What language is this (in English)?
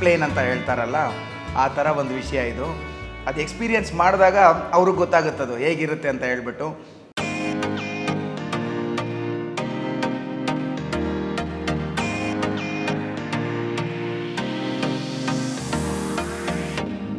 Kannada